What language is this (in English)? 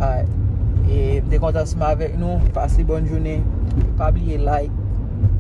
Haitian Creole